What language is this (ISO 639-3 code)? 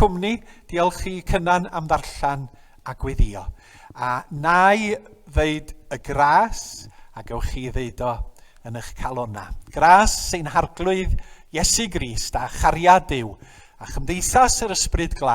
cym